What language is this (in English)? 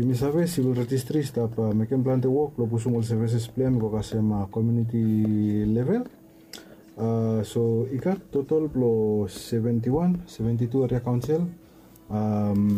Bislama